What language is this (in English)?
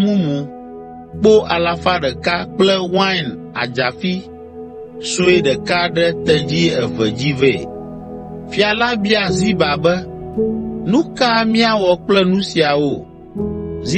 Ewe